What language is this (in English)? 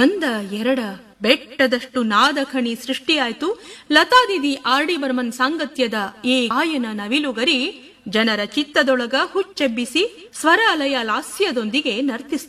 Kannada